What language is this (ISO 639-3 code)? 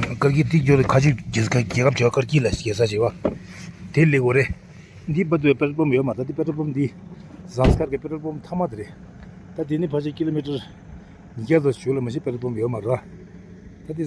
bod